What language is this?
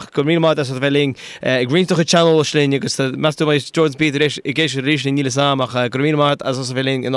Irish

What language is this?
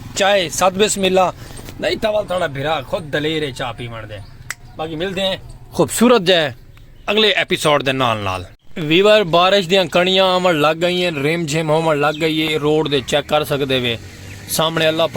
Saraiki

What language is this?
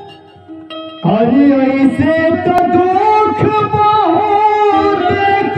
Bhojpuri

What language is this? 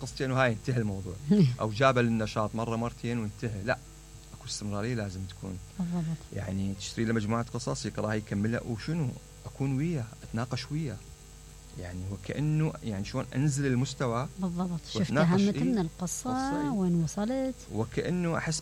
Mesopotamian Arabic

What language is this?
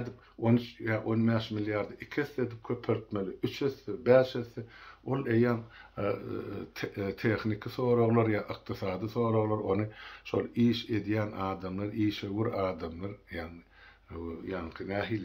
Turkmen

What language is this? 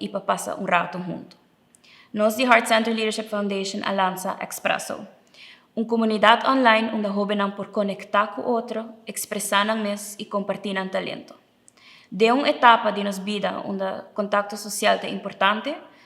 Papiamento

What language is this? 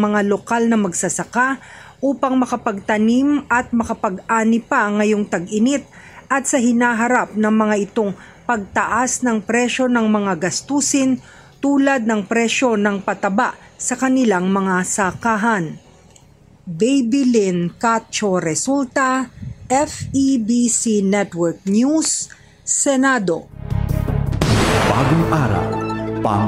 Filipino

